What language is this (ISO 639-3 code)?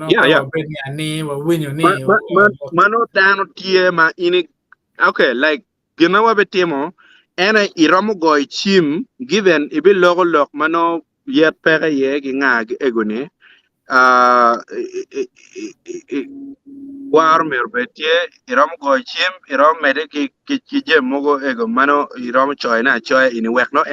ach